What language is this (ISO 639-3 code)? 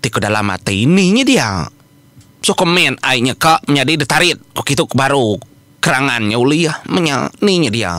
iba